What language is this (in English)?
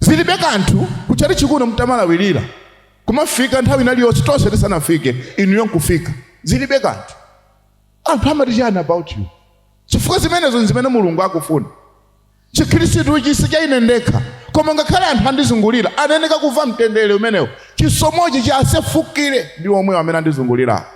Nyanja